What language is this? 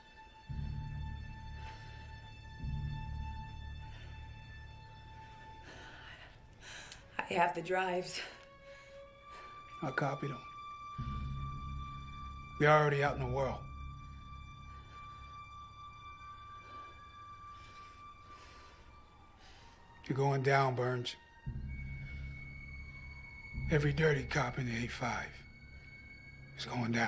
English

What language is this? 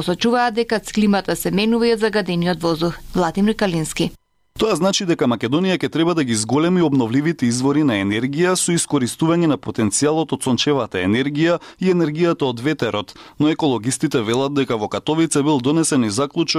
Macedonian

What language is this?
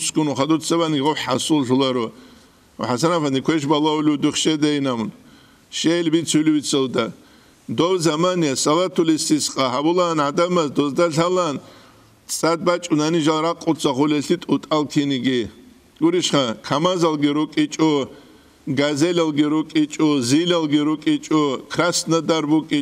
Avaric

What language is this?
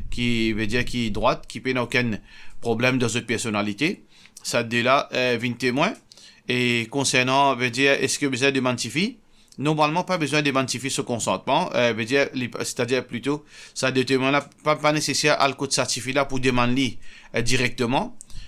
Morisyen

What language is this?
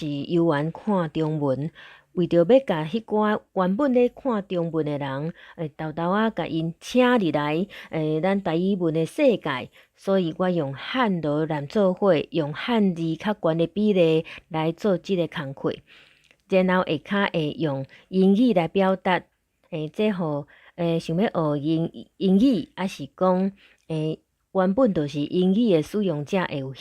Min Nan Chinese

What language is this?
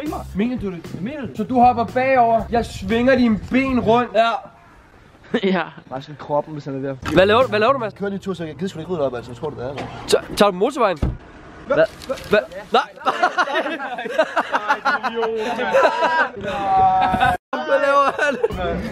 Danish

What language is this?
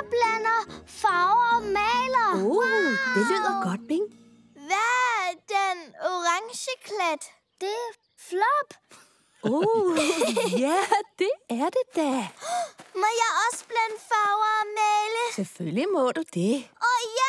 Danish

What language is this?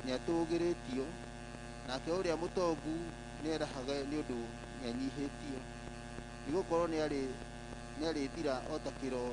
Kikuyu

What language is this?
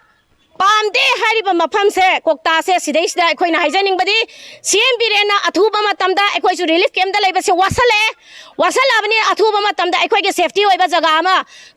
Manipuri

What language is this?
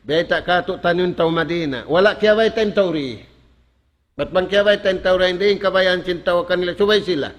Tausug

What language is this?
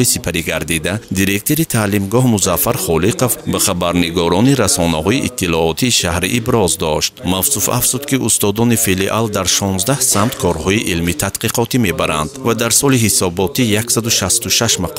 Tajik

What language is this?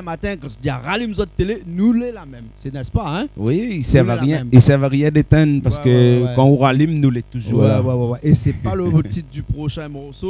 Réunion Creole French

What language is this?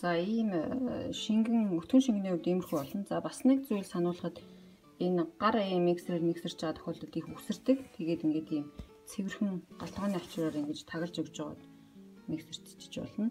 Mongolian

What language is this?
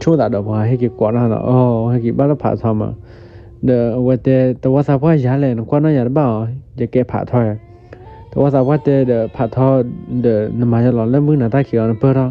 S'gaw Karen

